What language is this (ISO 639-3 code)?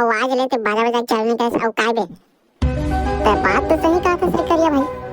hne